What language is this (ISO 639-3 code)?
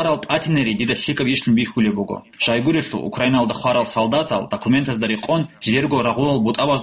ava